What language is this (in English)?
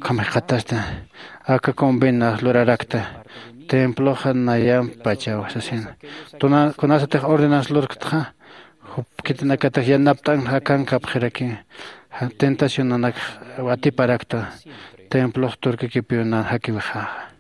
Aymara